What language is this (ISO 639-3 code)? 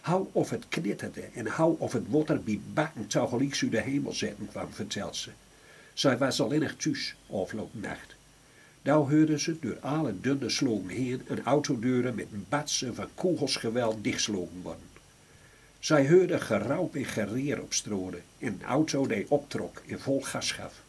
gos